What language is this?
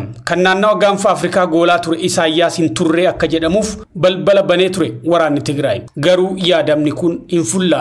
Oromo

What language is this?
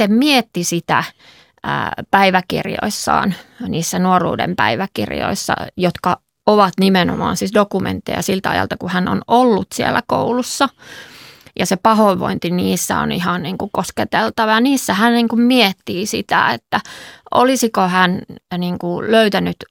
Finnish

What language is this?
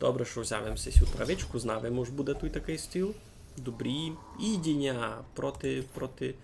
Rusyn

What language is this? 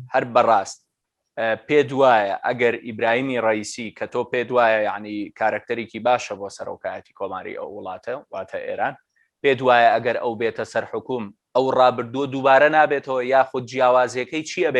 Central Kurdish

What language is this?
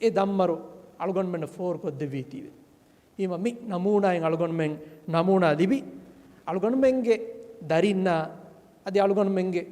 Divehi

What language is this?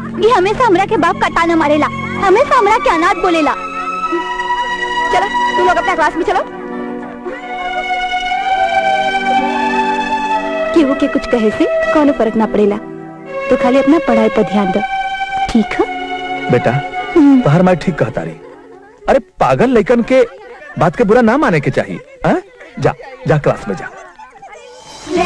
Bhojpuri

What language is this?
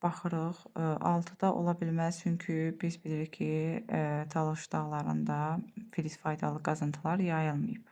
Azerbaijani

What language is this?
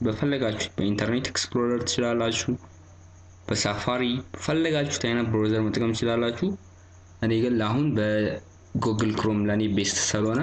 Amharic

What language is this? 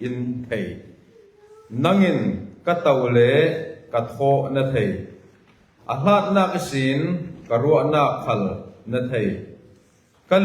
Falam Chin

